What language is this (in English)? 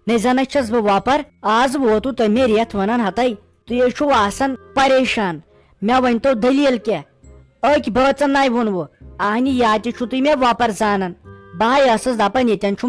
Kashmiri